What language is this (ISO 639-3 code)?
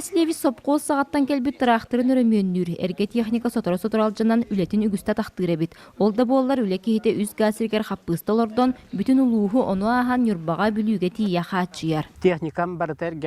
sah